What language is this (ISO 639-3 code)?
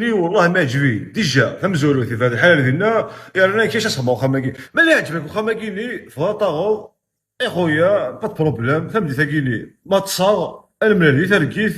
kab